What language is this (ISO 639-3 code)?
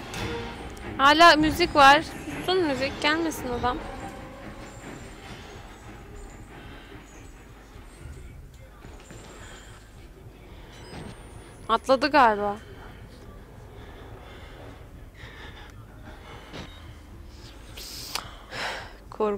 tur